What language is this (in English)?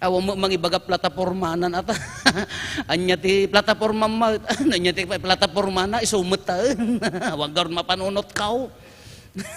Iloko